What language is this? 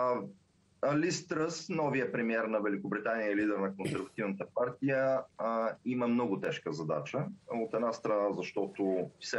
Bulgarian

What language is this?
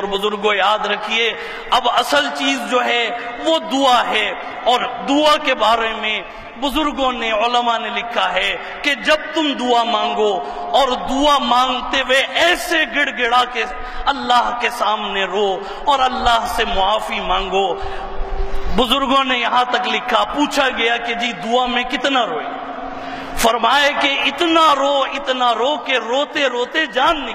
Urdu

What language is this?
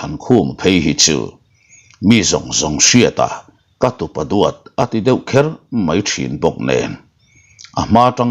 Mizo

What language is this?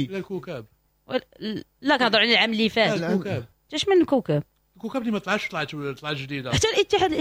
Moroccan Arabic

